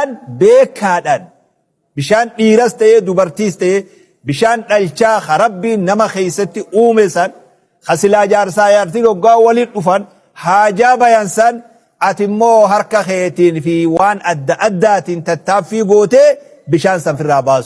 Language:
Oromo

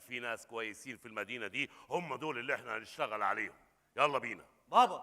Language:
Egyptian Arabic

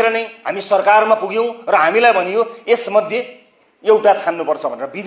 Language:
Nepali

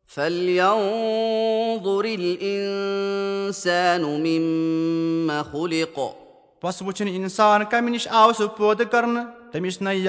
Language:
Kashmiri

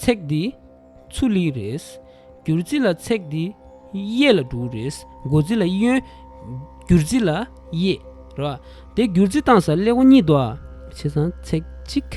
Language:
Tibetan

